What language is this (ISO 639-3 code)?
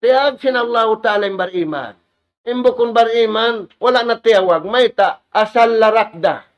tsg